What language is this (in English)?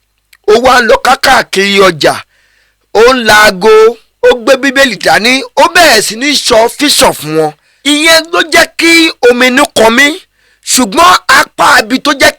Yoruba